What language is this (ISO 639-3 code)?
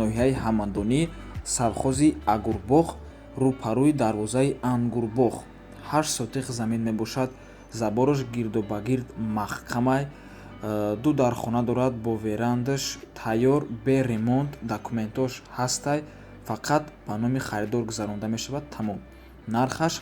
tgk